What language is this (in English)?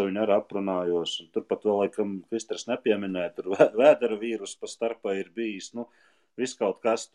Latvian